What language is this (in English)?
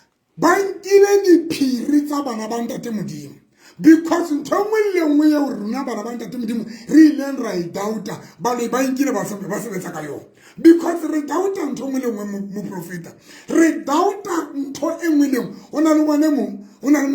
Southern Sotho